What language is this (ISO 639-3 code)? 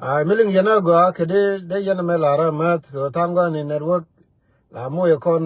nus